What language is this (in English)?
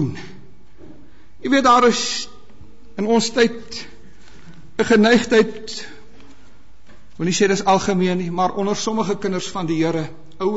Afrikaans